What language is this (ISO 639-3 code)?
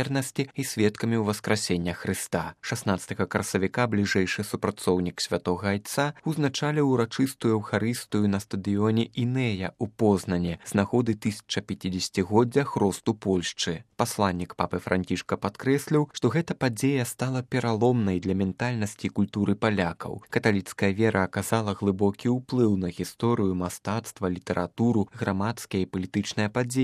bel